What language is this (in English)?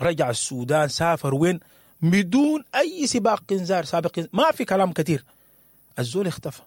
Sudanese Arabic